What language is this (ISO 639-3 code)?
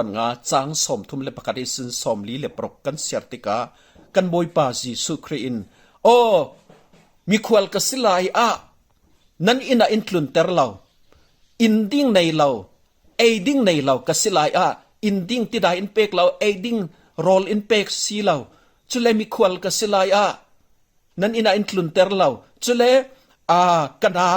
cfm